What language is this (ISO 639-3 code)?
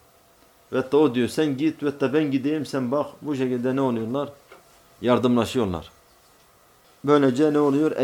tur